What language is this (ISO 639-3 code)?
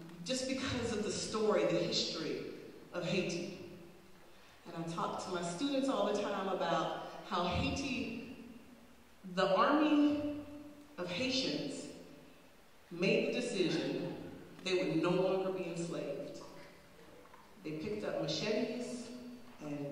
eng